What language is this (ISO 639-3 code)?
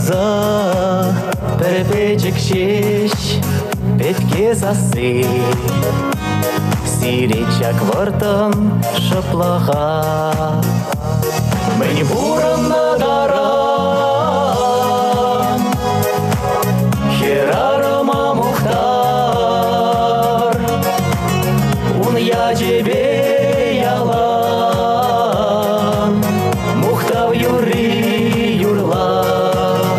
chv